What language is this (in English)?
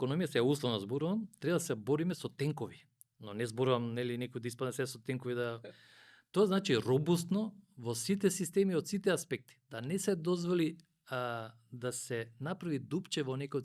Macedonian